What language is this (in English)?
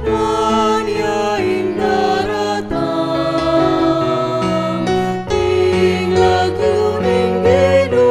Pampanga